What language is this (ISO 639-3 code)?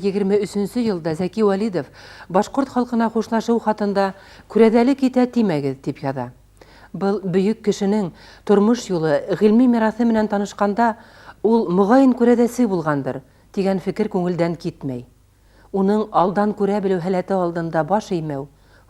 bak